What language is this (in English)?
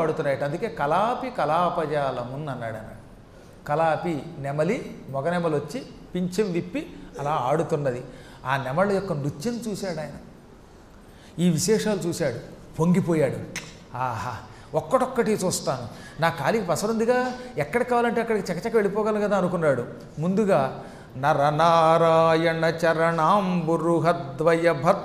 Telugu